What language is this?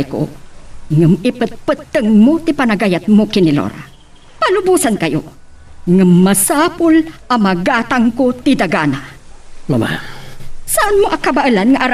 Iloko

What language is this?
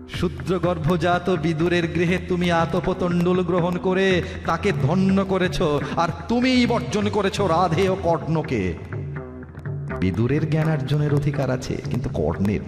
Bangla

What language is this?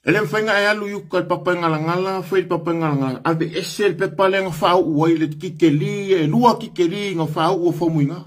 Samoan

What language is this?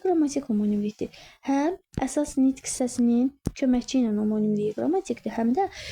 Azerbaijani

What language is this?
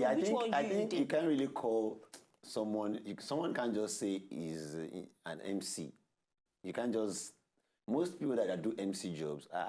Nigerian Pidgin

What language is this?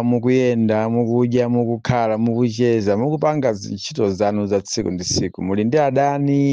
Nyanja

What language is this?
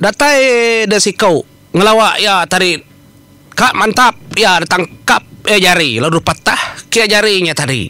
Iban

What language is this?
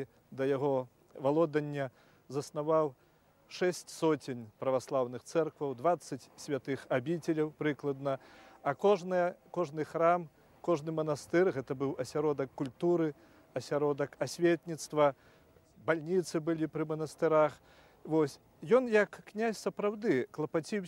Belarusian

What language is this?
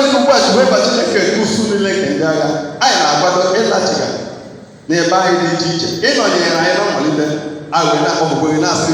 Igbo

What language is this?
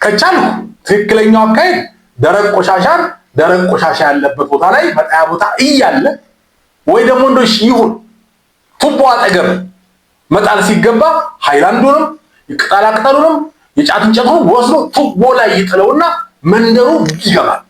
Amharic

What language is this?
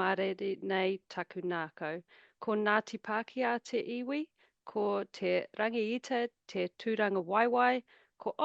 Māori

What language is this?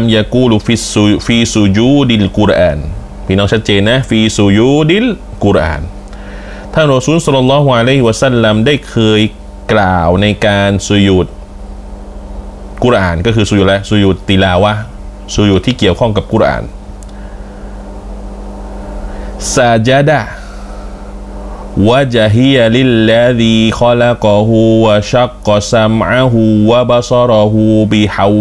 Thai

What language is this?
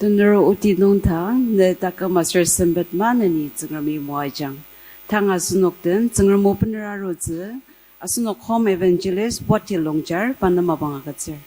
Ao Naga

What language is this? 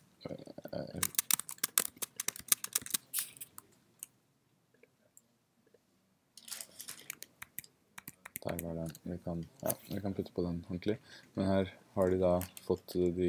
Norwegian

